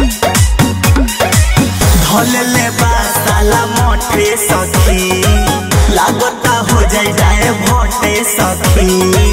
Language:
Bhojpuri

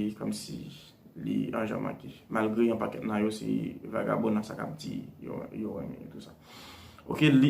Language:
Haitian Creole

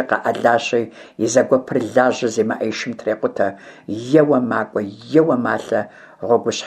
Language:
Kabardian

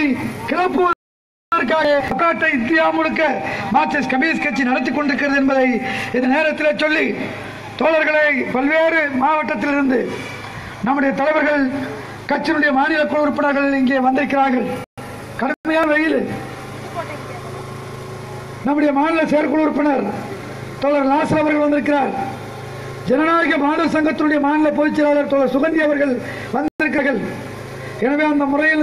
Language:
Tamil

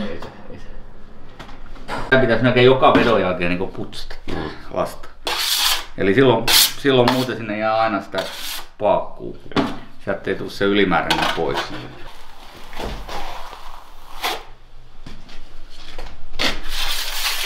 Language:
Finnish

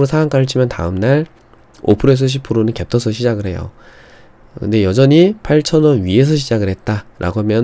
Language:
Korean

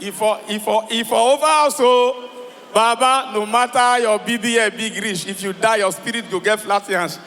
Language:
Nigerian Pidgin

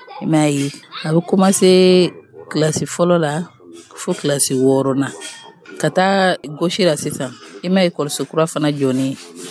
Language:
Dyula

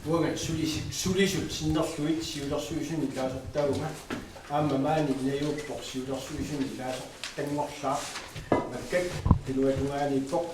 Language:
Kalaallisut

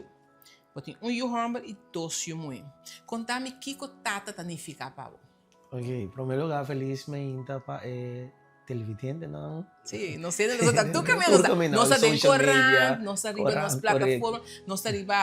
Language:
Papiamento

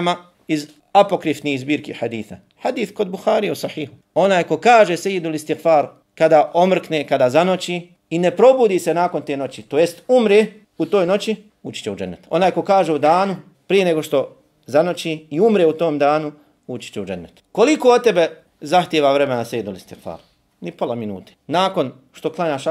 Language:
Bosnian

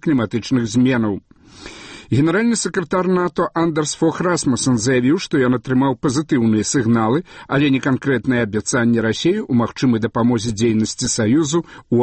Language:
Belarusian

